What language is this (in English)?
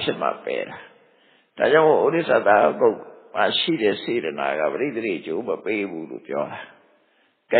Burmese